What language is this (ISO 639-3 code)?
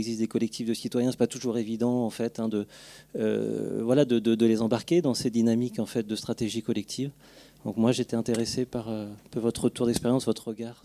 fra